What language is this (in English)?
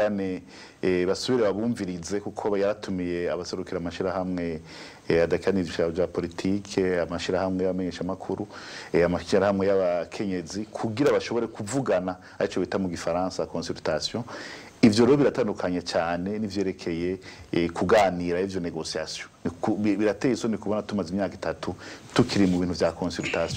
Rundi